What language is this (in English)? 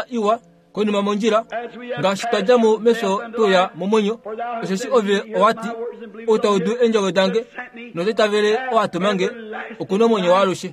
Kuanyama